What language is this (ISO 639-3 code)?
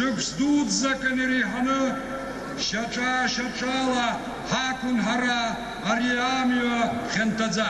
abk